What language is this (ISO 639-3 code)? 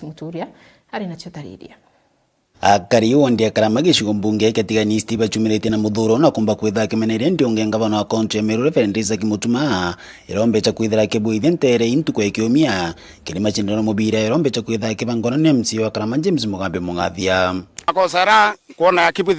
mer